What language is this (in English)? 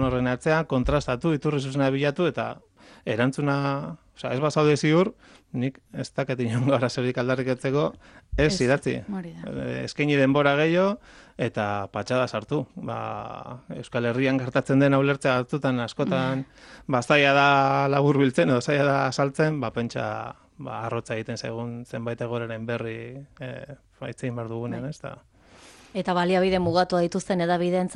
Basque